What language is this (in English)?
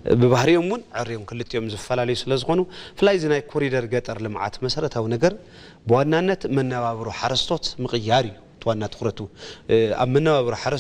Tigrinya